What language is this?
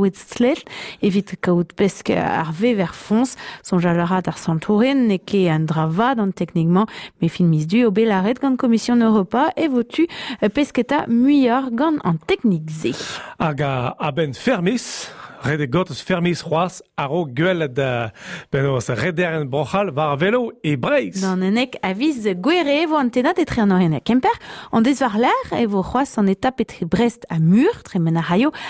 Breton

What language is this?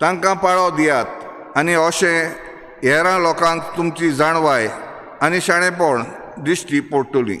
Konkani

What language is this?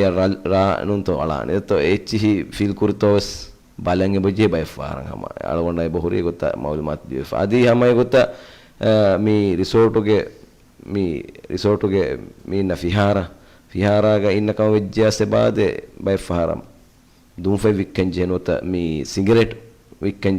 Divehi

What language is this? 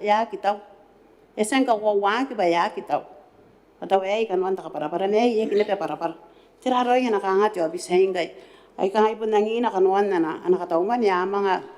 Gilbertese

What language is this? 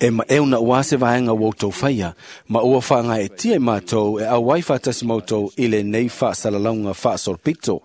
Samoan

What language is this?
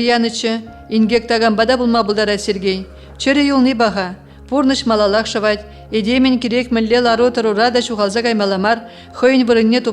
Chuvash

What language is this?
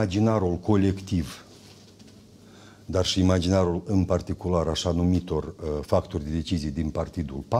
Romanian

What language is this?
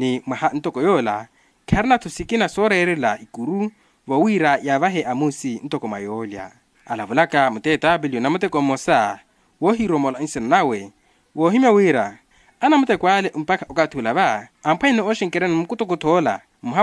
Makhuwa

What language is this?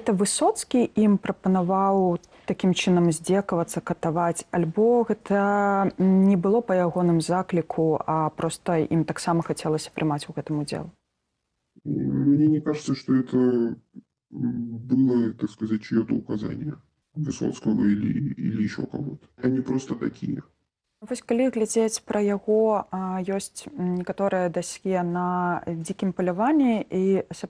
Belarusian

